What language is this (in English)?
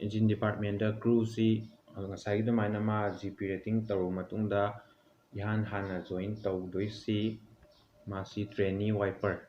Manipuri